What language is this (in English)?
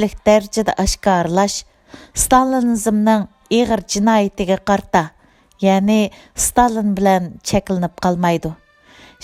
Uyghur